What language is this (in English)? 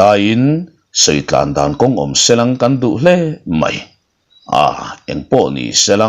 Mizo